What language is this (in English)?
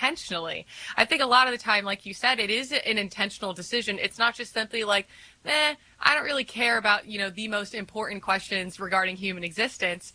English